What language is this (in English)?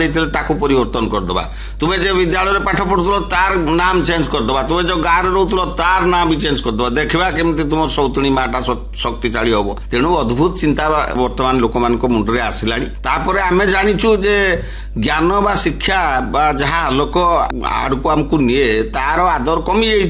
Odia